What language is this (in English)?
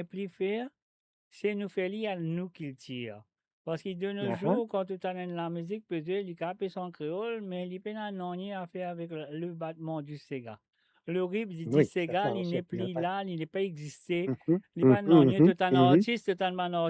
Morisyen